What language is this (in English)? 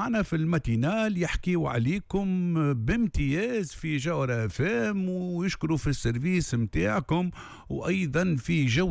Tunisian Arabic